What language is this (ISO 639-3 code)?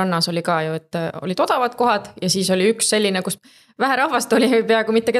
est